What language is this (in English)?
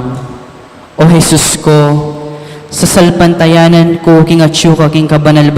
Pampanga